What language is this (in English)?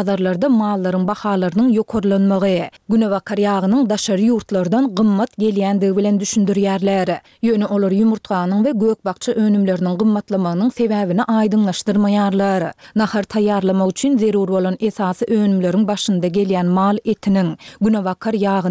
Turkmen